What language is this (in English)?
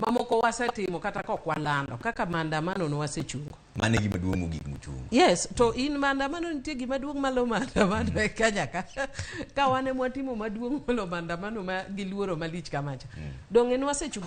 Luo (Kenya and Tanzania)